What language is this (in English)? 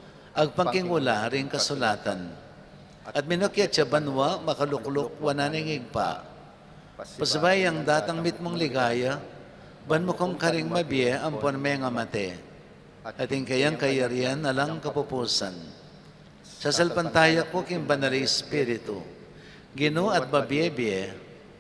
Pampanga